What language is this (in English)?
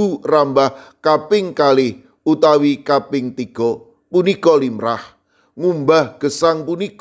Javanese